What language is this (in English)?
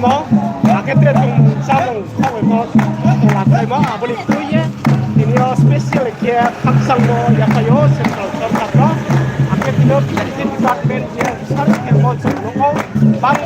Riang (India)